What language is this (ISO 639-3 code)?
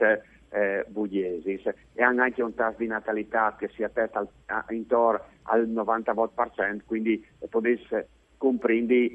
fur